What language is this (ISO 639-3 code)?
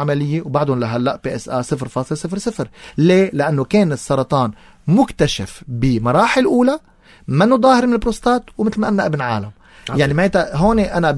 apc